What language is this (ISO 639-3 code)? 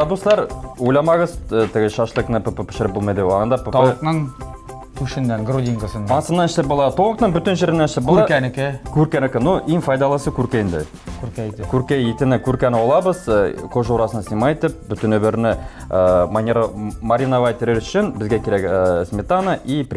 tat